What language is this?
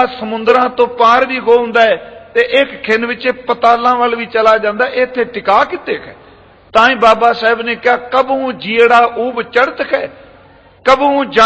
Punjabi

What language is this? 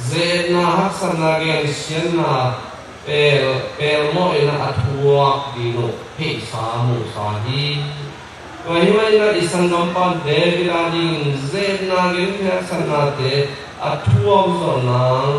Tedim Chin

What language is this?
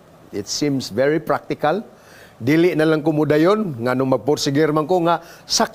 Cebuano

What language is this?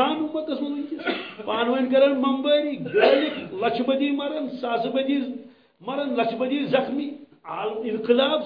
Kashmiri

